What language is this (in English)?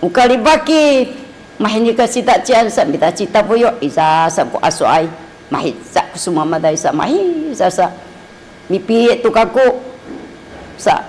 Sakizaya